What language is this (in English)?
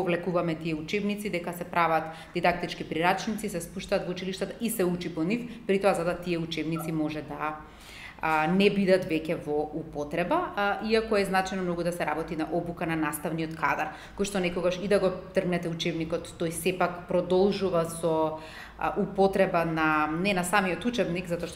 Macedonian